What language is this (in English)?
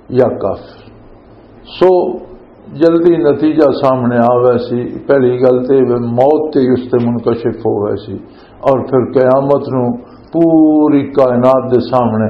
Western Panjabi